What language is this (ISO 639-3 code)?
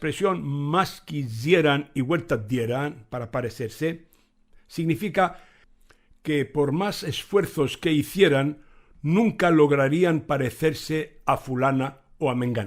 lad